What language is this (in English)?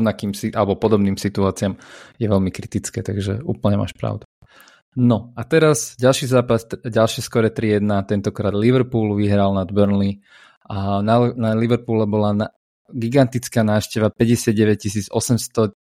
Slovak